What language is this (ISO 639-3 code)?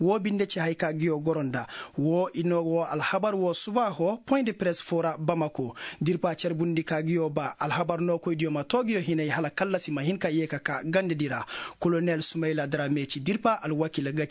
ses